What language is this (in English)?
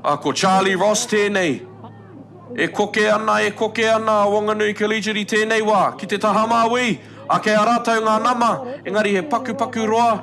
Māori